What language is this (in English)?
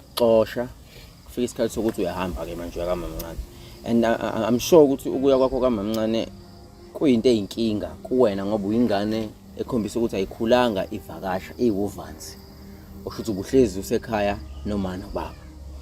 Zulu